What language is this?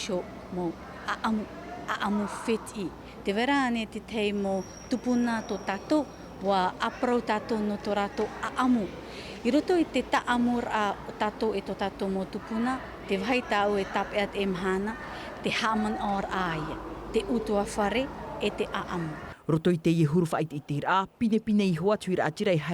Tahitian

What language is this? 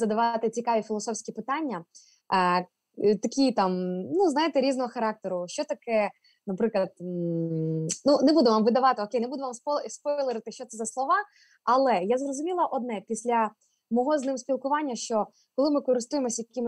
Ukrainian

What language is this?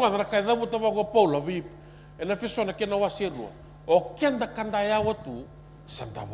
Fijian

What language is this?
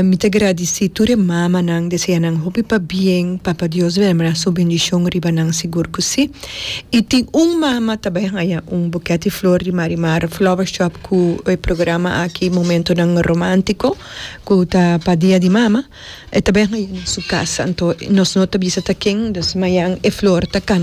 Papiamento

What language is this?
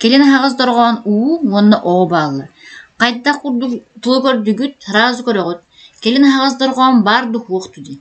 Yakut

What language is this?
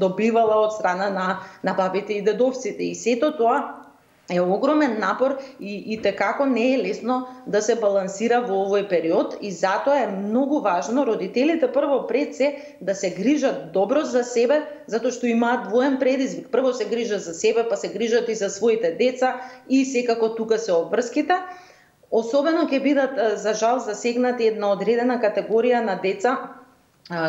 Macedonian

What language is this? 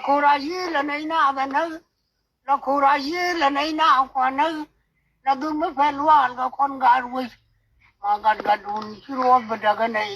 Nuer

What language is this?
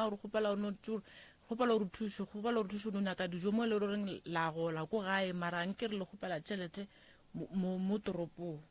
Northern Sotho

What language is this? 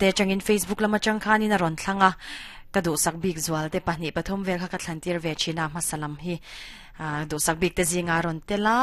Mizo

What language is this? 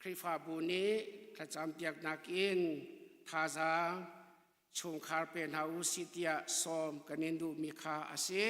Hakha Chin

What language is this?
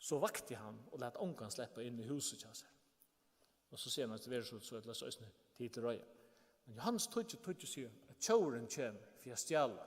Faroese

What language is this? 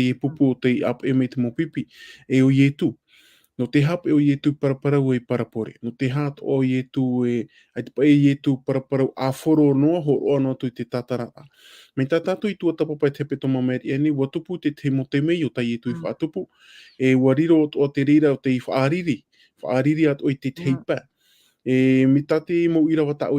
Tahitian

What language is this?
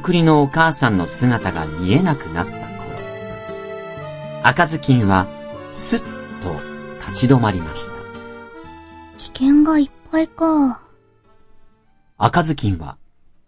Japanese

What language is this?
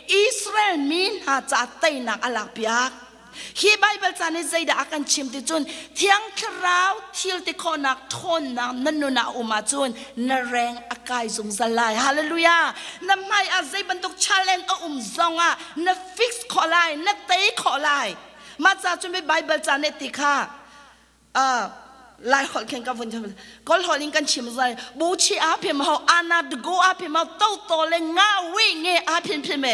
Hakha Chin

